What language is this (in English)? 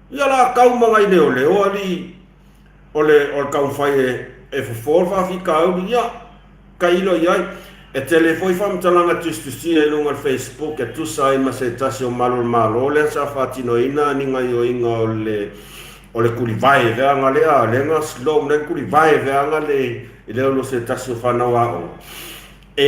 Samoan